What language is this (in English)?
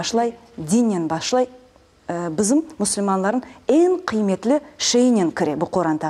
Crimean Tatar